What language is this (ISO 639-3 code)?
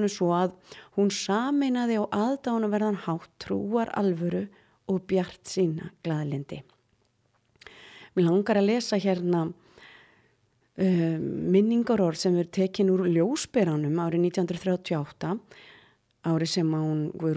isl